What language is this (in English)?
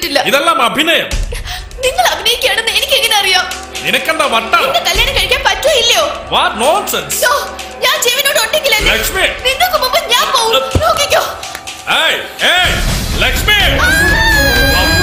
Malayalam